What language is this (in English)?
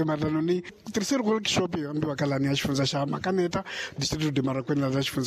Tsonga